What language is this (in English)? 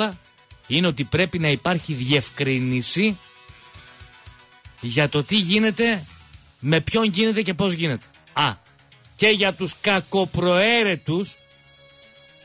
Greek